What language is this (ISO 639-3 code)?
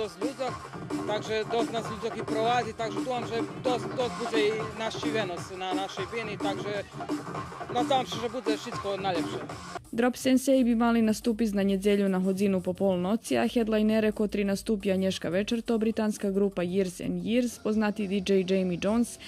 rue